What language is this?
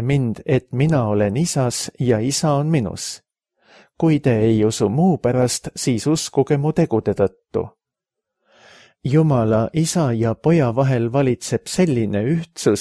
Estonian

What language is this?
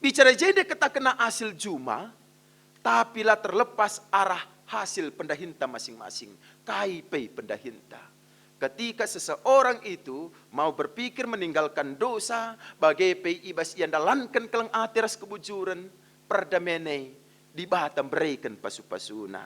Batak Karo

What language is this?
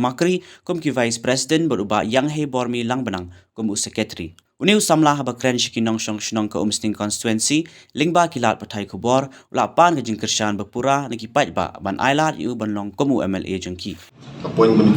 Khasi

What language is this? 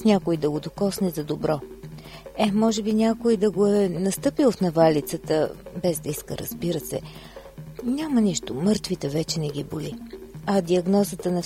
Bulgarian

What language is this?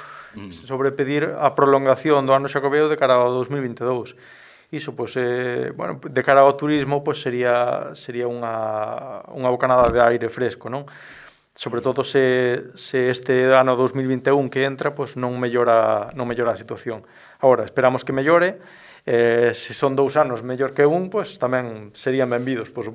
Galician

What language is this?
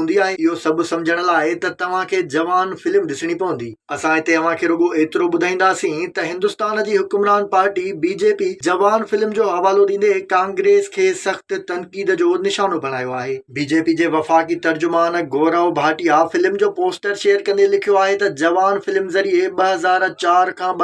Sindhi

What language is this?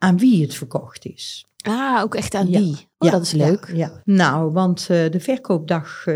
Dutch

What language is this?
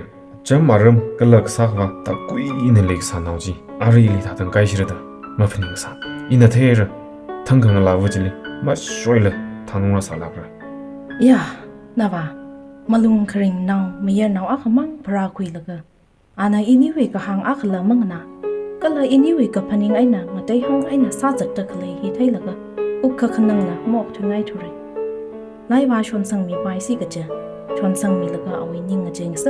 Tangkhul Naga (India)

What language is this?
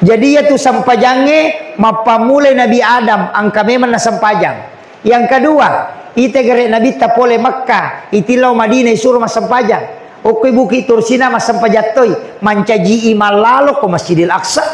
Buginese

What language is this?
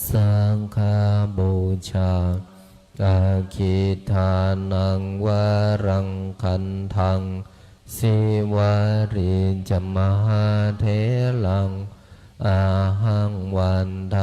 Pali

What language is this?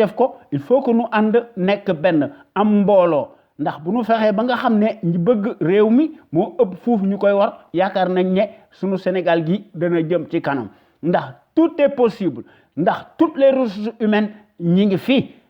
Wolof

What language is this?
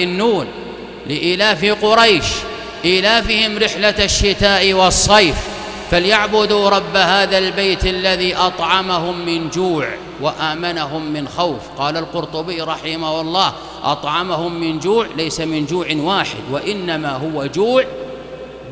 Arabic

